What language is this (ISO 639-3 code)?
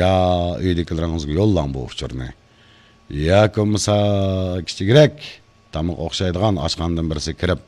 uig